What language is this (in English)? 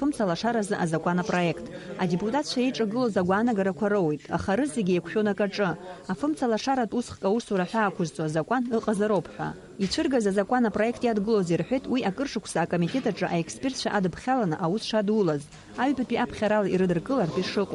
Abkhazian